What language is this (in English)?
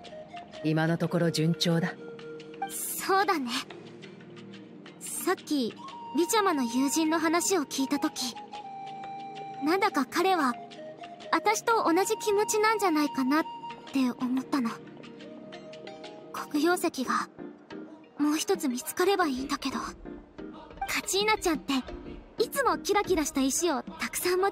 Japanese